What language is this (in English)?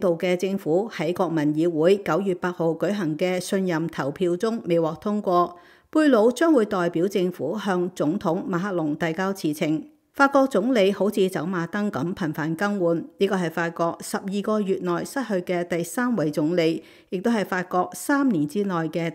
Cantonese